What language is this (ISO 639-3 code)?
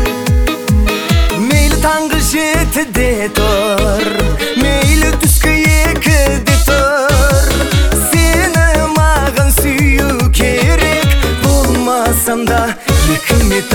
kaz